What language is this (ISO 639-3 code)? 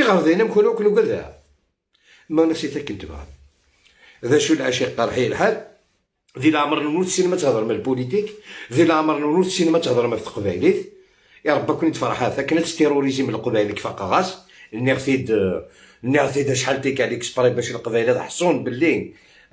arq